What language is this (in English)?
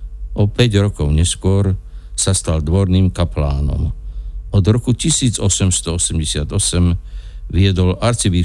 Slovak